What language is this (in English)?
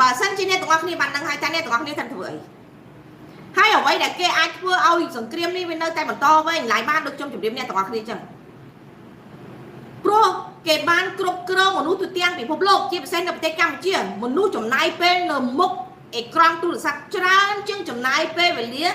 Khmer